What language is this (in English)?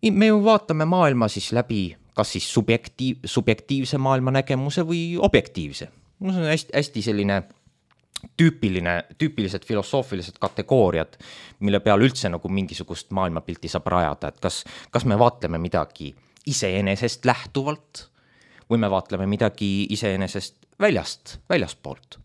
Estonian